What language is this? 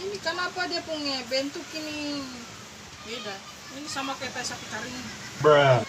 Ambonese Malay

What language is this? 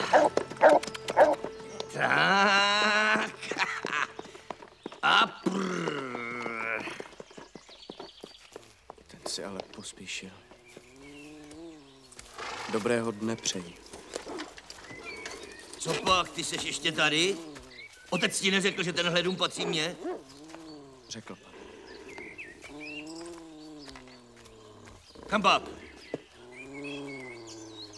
Czech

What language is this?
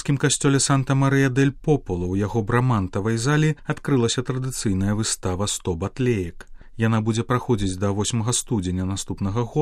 Belarusian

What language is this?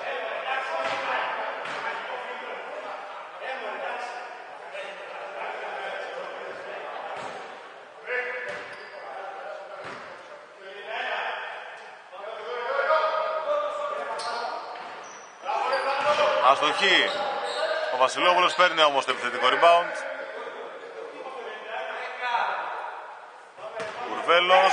Greek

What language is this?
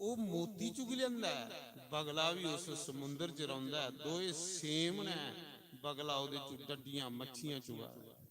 Dogri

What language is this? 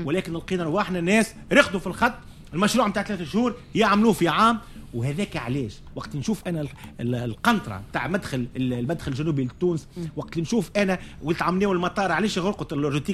Tunisian Arabic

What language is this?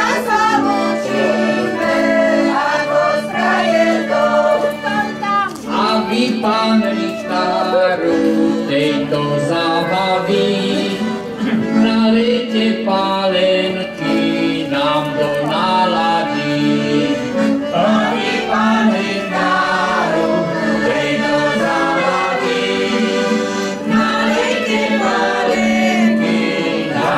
Slovak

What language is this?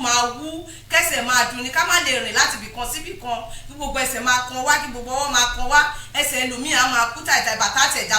Yoruba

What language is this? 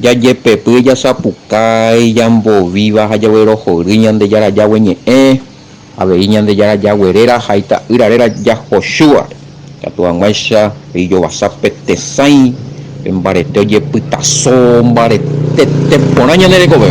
Guarani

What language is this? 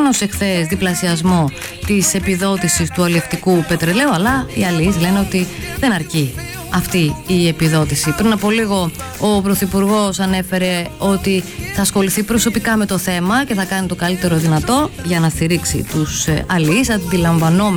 Greek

